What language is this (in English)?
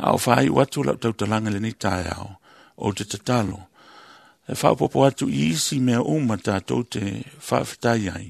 Samoan